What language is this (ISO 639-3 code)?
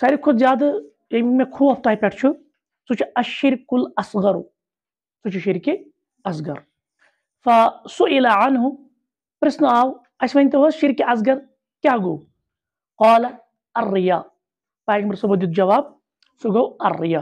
kas